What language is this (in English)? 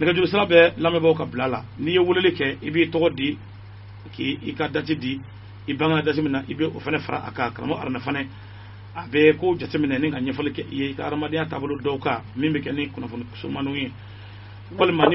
Bambara